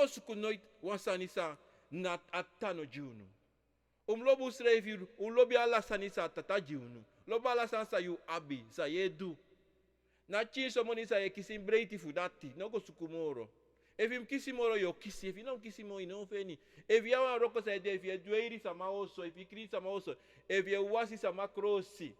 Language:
Sranan Tongo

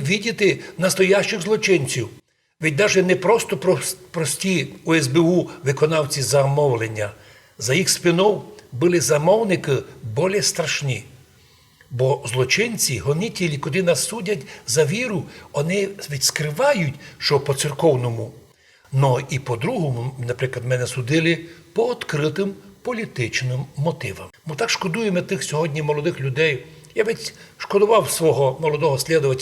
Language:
Rusyn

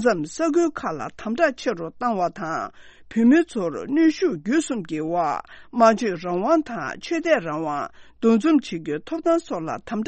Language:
Tibetan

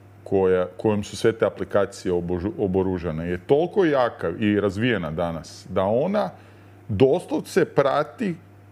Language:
Serbian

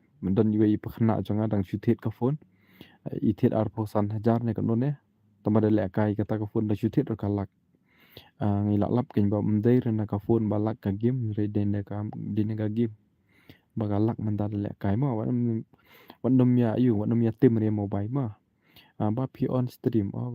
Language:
Khasi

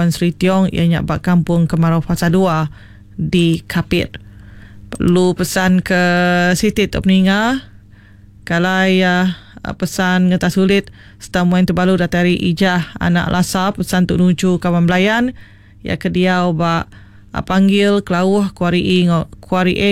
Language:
Iban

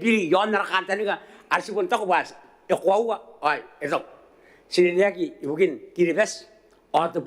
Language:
Gilbertese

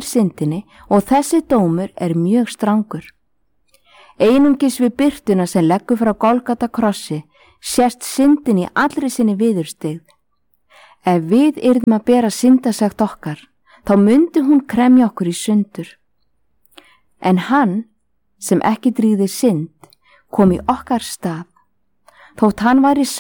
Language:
Icelandic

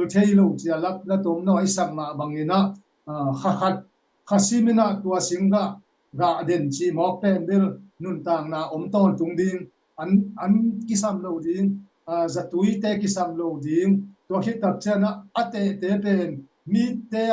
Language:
Tedim Chin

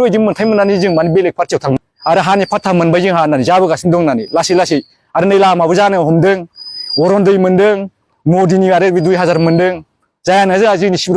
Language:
Bodo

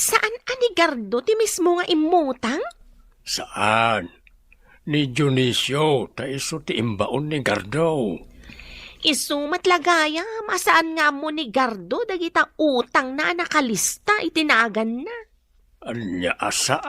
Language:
Iloko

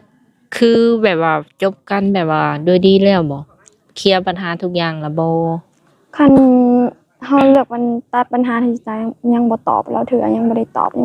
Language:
Lao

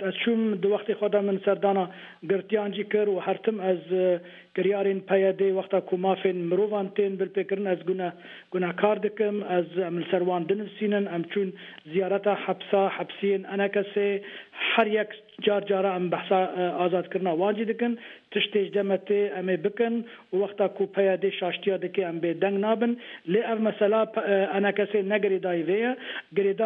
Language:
Kurdish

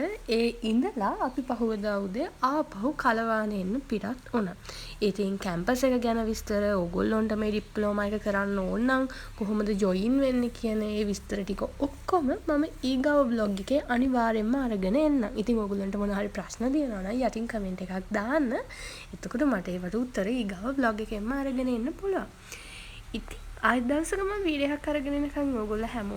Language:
Sinhala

